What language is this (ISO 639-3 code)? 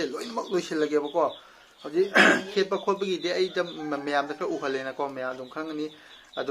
mni